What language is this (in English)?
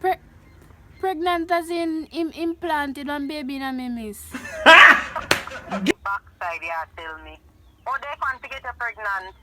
Jamaican Creole English